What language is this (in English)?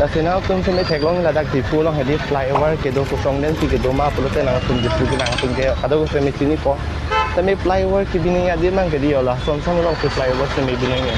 Karbi